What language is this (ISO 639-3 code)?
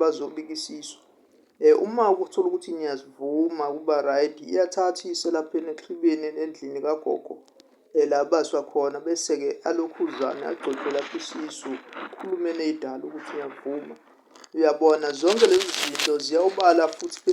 zul